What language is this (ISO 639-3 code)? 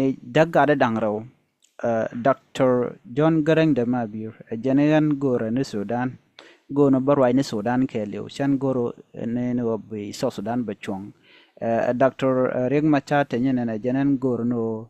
nus